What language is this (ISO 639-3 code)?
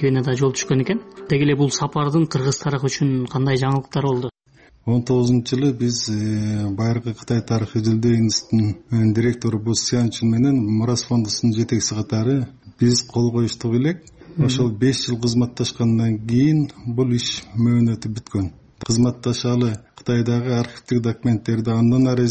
kir